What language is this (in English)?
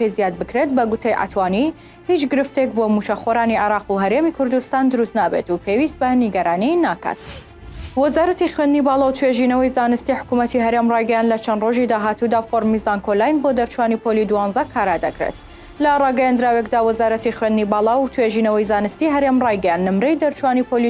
Central Kurdish